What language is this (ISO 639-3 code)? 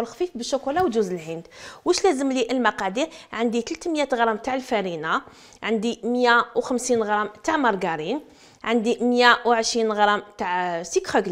arq